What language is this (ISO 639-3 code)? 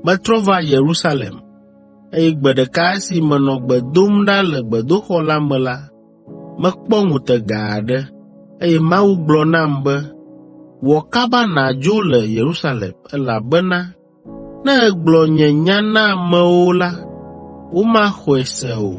ewe